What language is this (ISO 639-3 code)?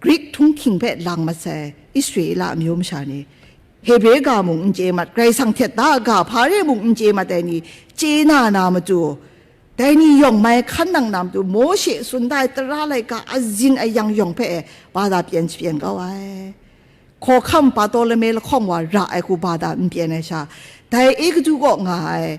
kac